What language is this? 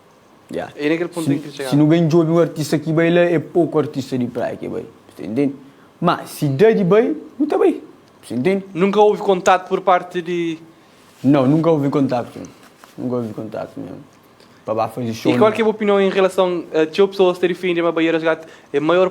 Kabuverdianu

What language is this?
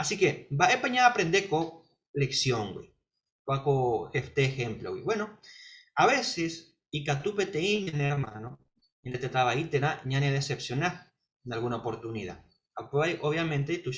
Guarani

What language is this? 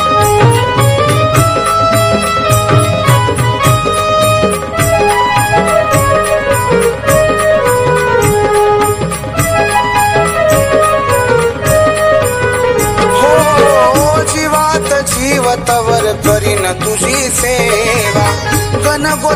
Marathi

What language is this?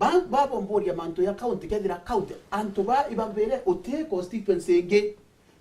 Meru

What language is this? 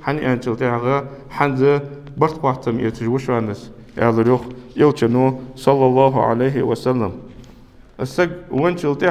Ingush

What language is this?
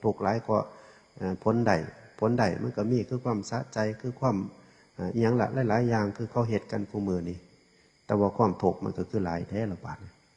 Northeastern Thai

